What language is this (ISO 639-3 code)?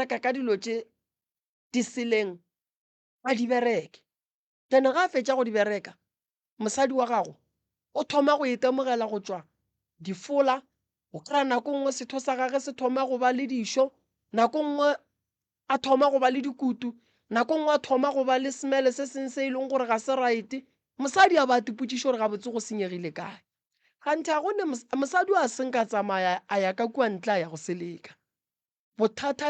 nso